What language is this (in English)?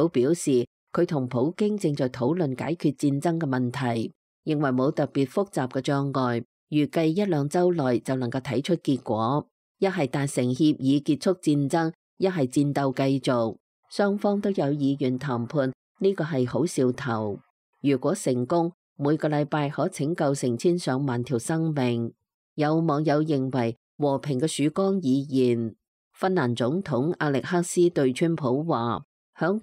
Cantonese